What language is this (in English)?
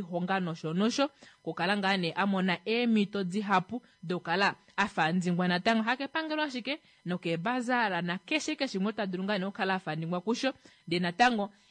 Kuanyama